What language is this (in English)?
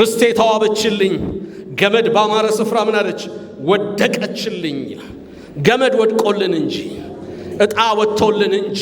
Amharic